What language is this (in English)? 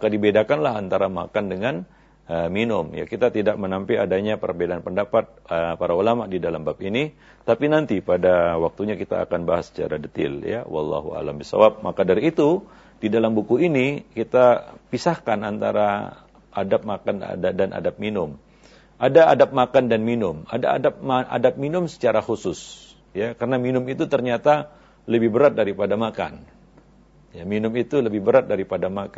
Indonesian